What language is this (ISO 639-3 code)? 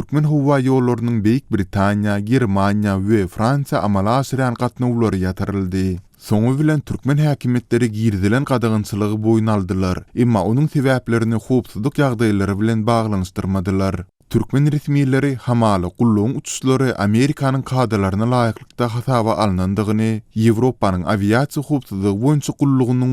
tuk